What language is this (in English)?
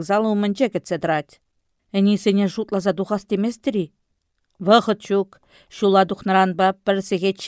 Chuvash